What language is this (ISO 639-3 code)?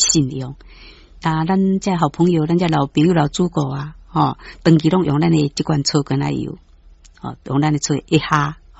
nan